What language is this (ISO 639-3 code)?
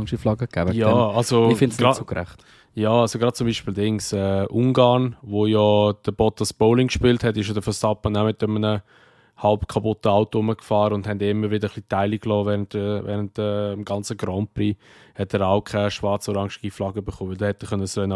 gsw